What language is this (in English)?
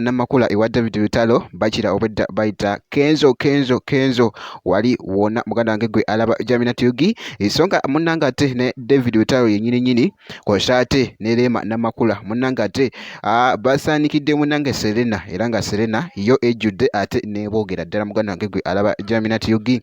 Ganda